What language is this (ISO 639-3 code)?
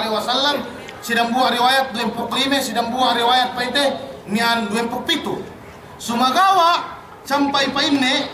yka